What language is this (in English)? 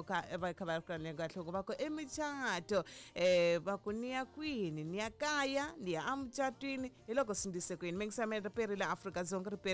Tsonga